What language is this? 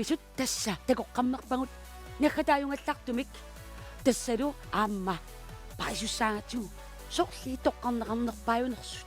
Kalaallisut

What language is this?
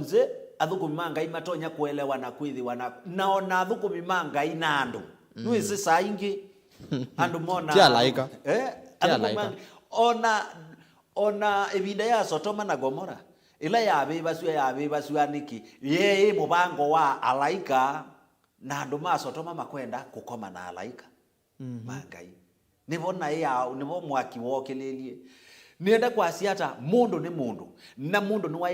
Kamba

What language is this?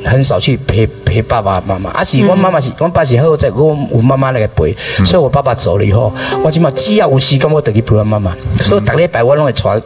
Min Nan Chinese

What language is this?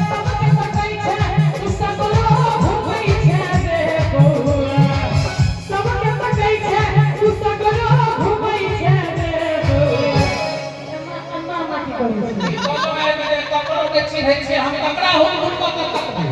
Maithili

